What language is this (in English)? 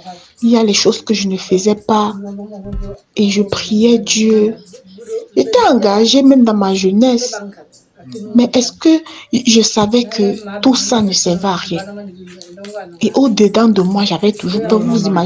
French